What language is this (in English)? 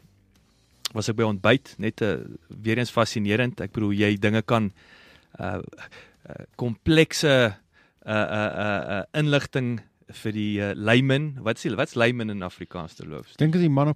Afrikaans